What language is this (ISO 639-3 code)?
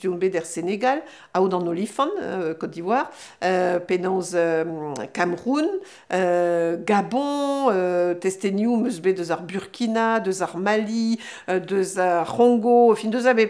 bre